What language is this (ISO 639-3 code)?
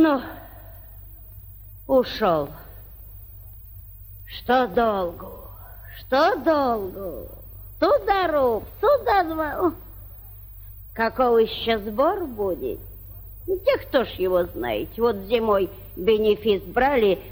rus